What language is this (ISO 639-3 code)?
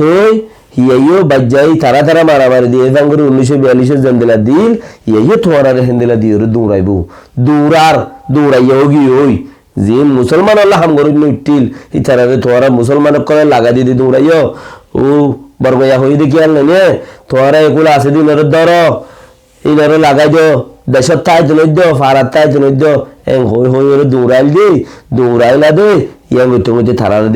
rhg